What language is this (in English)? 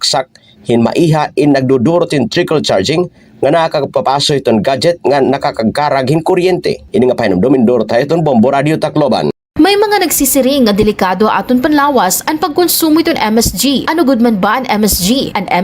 Waray